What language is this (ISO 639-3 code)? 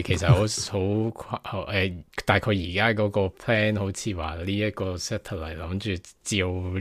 yue